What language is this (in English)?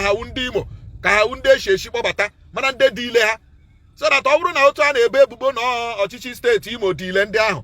Igbo